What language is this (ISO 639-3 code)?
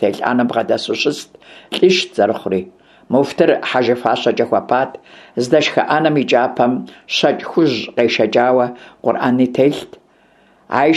kbd